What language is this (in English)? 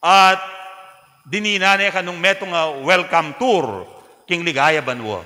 Pampanga